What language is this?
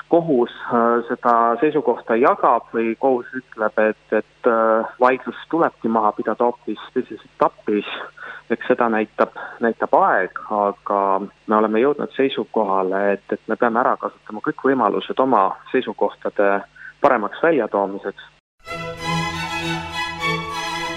Estonian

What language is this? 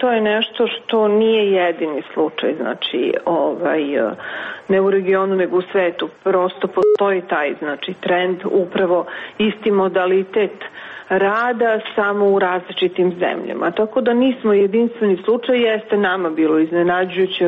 Serbian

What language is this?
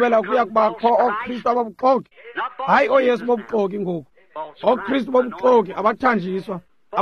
Xhosa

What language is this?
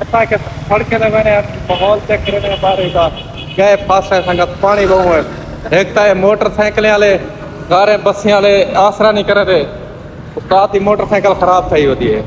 Saraiki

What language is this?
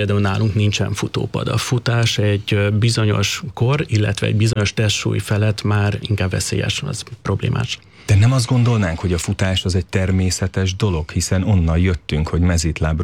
Hungarian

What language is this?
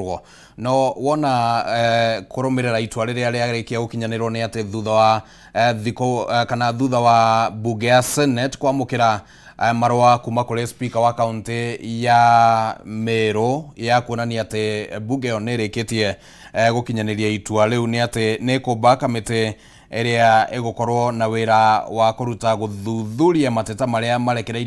Kikuyu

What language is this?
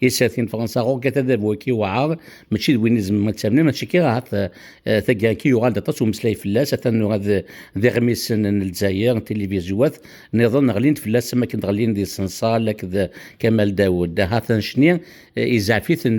Kabyle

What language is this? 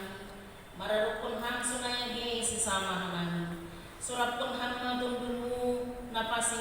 Batak Simalungun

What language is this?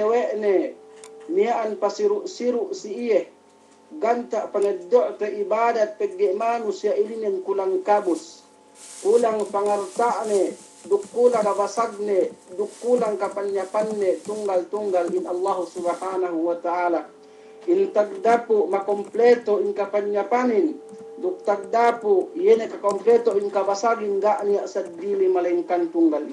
Yakan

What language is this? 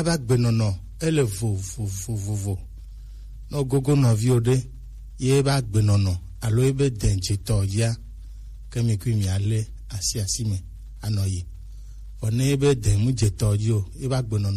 Gen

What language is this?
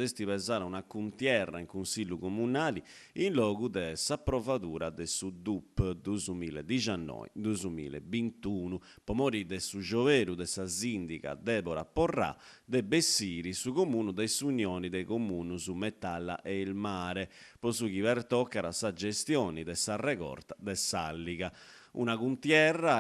Sardinian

